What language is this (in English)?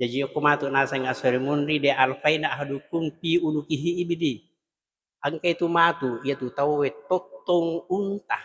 Buginese